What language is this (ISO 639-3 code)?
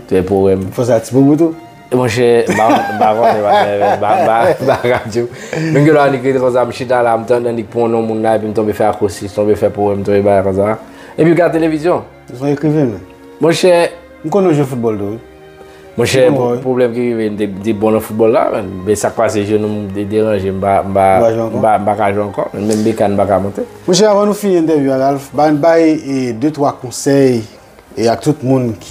hat